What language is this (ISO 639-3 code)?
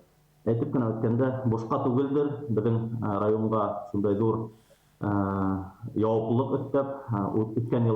bak